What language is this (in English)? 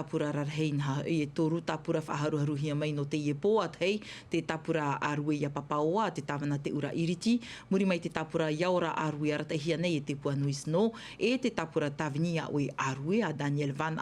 Tahitian